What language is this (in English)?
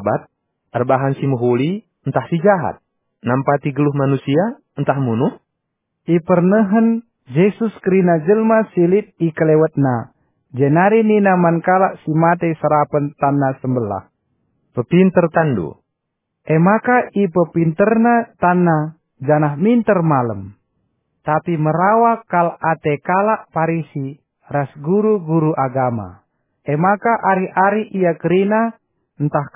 Batak Karo